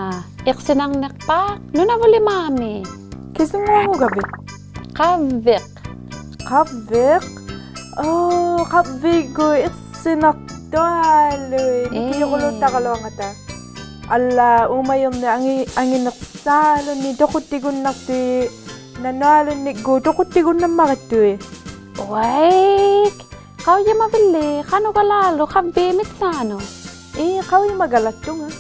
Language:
Inuktitut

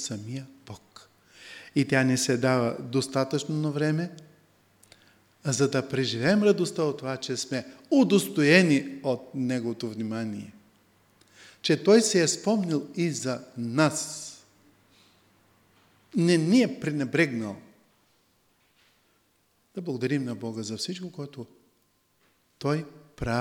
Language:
Bulgarian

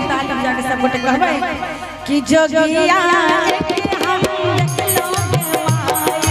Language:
Maithili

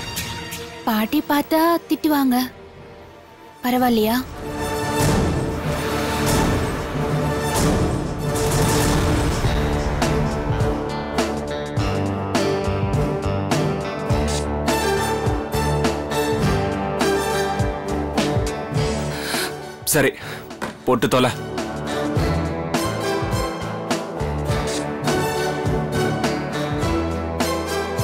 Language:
Tamil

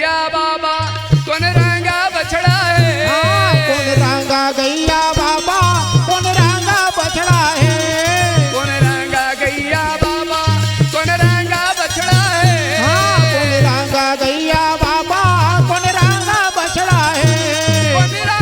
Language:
Chhattisgarhi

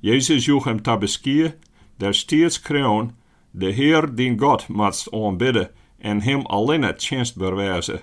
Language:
Western Frisian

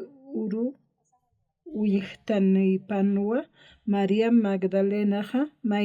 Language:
Aymara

